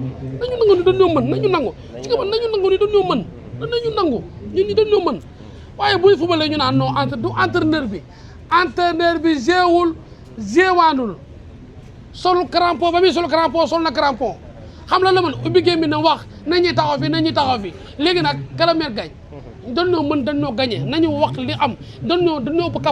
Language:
Wolof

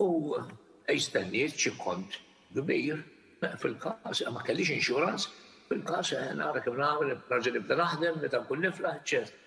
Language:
Maltese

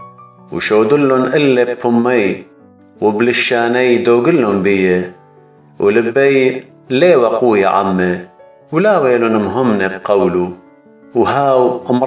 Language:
Assyrian Neo-Aramaic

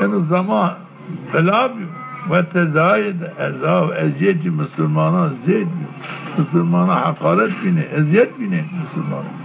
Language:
Zaza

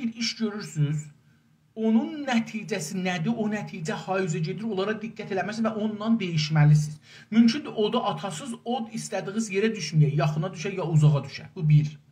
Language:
South Azerbaijani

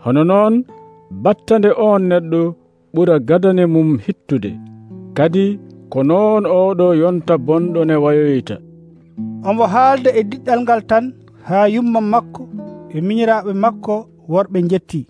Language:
Nigerian Fulfulde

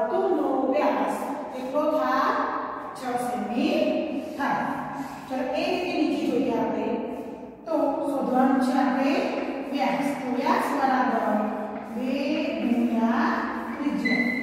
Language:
Gujarati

